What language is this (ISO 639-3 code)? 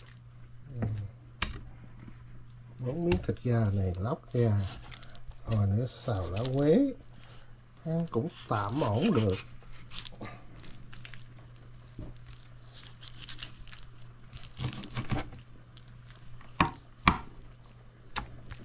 vie